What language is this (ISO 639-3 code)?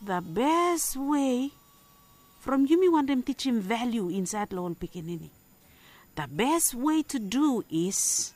bis